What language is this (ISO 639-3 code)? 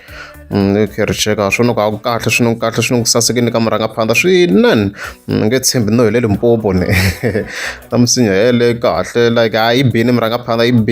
tso